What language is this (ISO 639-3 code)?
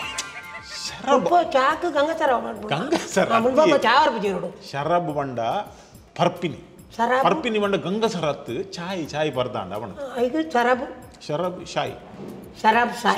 kan